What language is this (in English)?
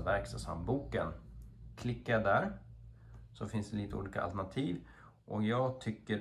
Swedish